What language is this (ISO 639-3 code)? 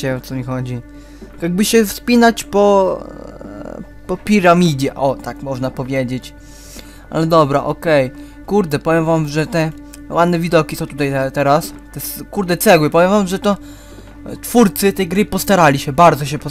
pol